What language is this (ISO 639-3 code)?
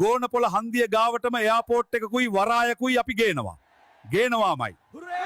sin